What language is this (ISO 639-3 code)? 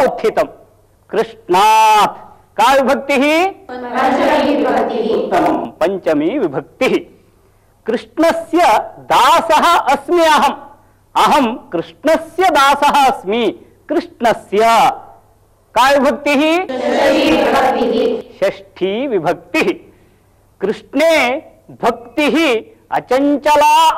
san